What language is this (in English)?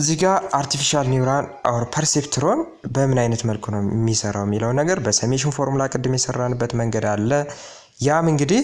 Amharic